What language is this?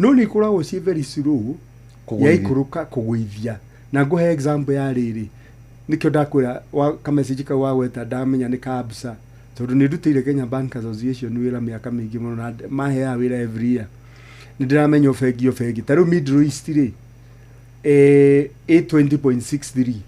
Kikuyu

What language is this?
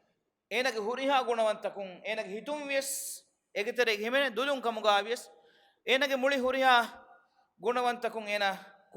Divehi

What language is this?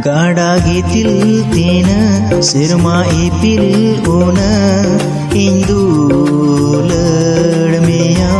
Santali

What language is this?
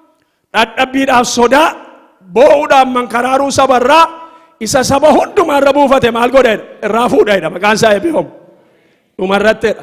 Oromo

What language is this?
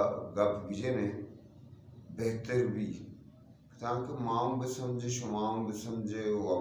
Eastern Balochi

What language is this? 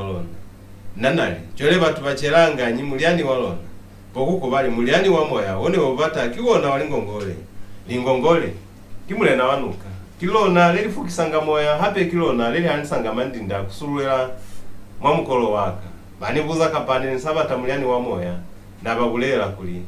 Lozi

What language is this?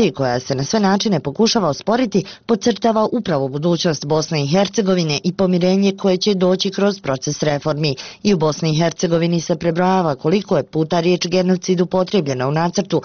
Bosnian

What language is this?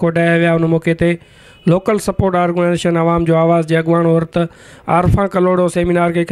Sindhi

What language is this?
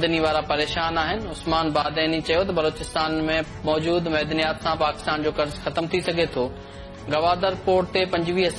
Sindhi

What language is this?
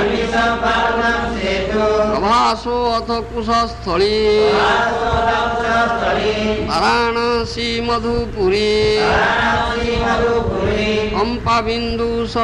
Odia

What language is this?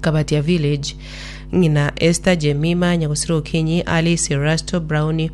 Gusii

